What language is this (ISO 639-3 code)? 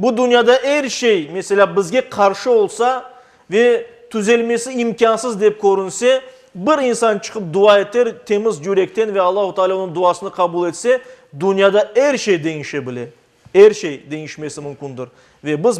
crh